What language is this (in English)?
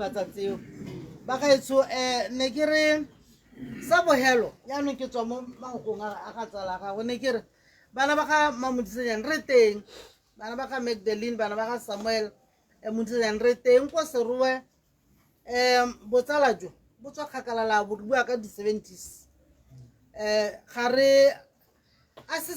Tswana